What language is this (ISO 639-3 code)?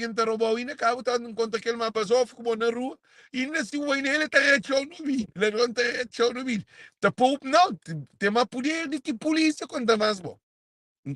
kea